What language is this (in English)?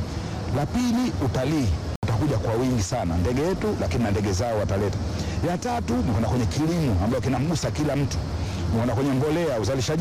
Swahili